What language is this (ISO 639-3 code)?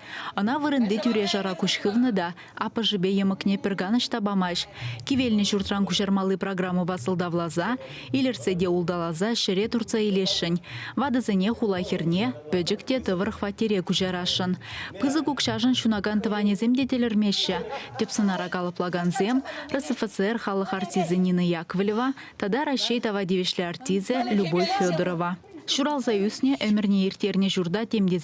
chv